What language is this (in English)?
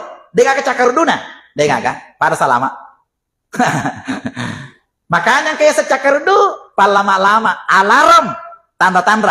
Buginese